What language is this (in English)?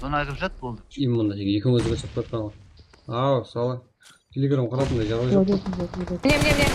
Kara-Kalpak